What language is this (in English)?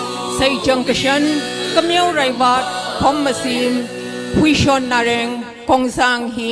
Tangkhul Naga (India)